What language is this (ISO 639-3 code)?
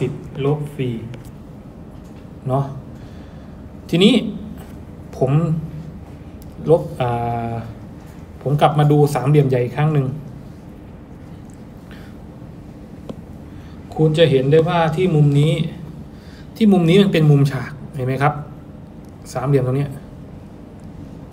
tha